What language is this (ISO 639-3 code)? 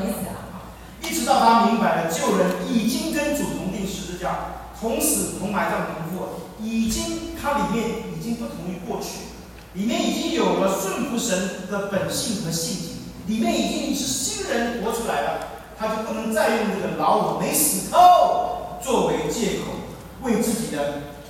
zho